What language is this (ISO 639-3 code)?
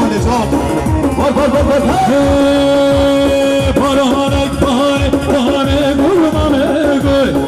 kur